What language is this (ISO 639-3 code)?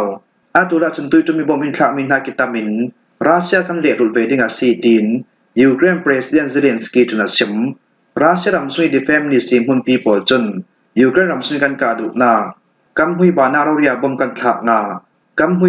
cfm